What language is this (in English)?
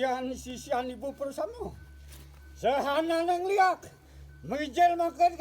Balinese